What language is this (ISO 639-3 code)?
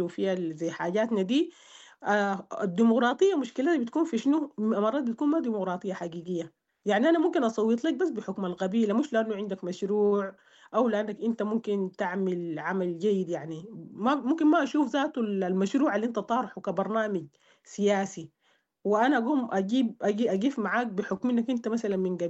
apd